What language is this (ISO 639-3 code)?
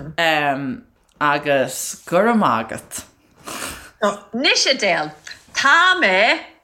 gle